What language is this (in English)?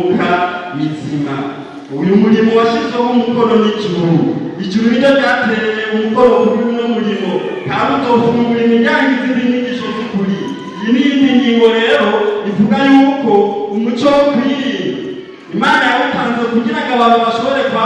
Rundi